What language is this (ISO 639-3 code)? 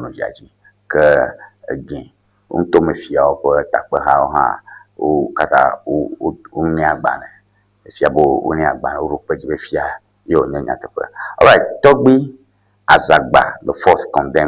ewe